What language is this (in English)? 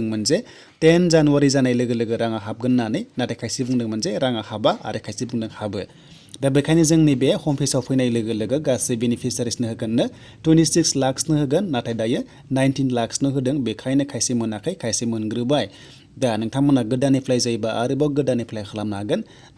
Bodo